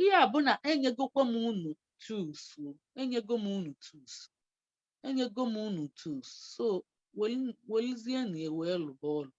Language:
Igbo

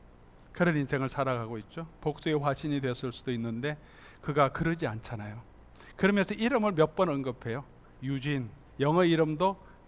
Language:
Korean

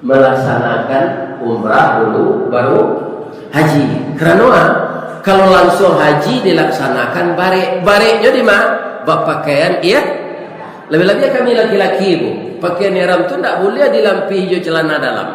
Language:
Minangkabau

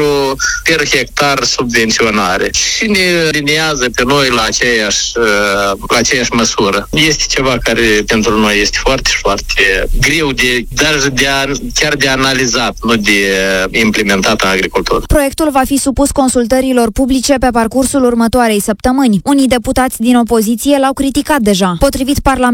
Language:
Romanian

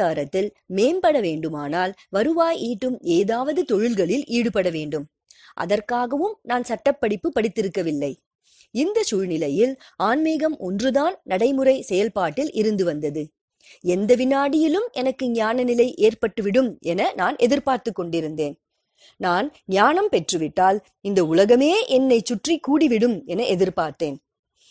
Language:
Tamil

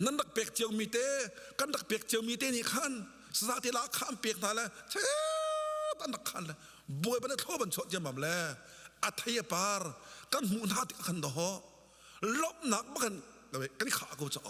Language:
Hakha Chin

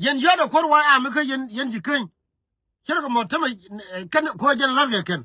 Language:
Nuer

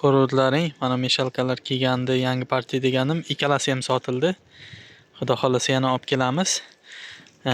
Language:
Uzbek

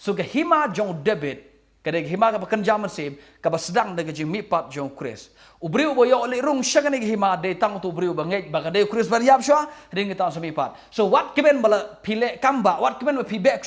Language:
Khasi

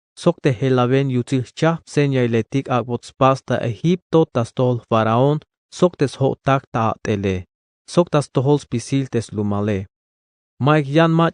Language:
Tzeltal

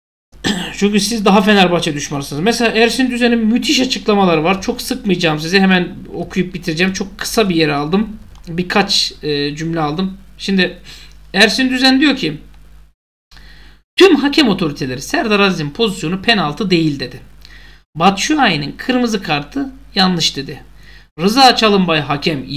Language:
Turkish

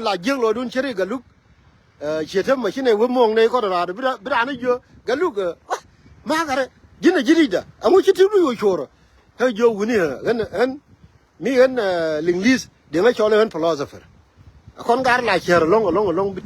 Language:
Nuer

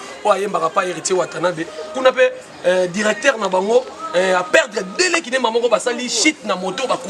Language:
Lingala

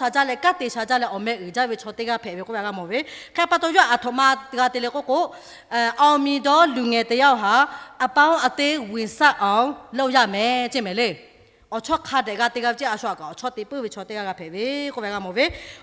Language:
Lahu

